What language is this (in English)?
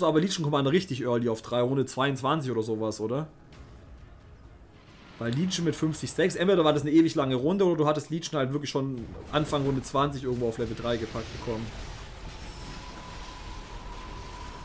German